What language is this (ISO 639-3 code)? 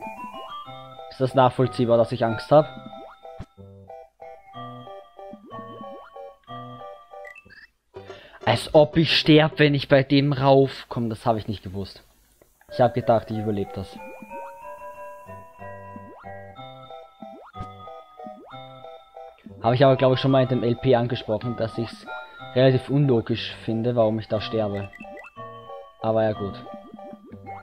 deu